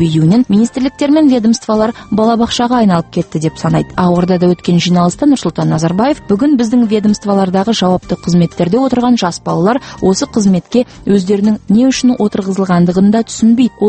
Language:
Kazakh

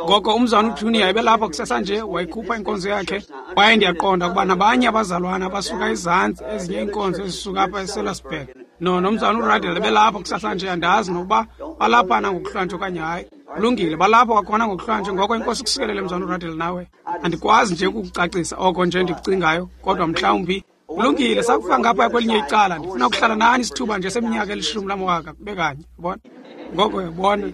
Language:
Xhosa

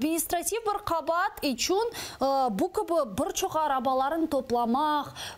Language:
Crimean Tatar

